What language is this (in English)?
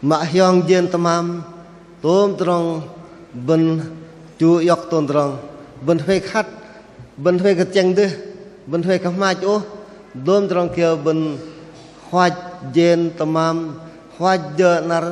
Bahnar